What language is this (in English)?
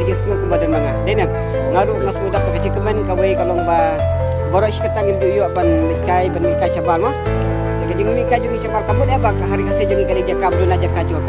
Khasi